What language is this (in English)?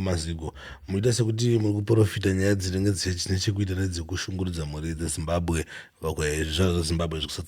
Shona